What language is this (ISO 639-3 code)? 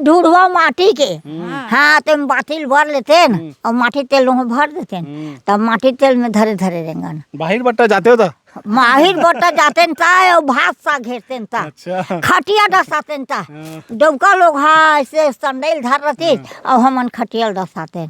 hne